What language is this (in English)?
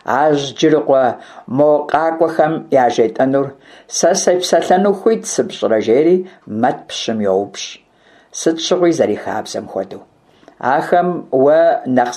Kabardian